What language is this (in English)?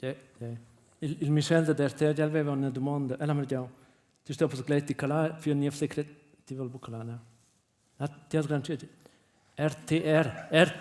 Romansh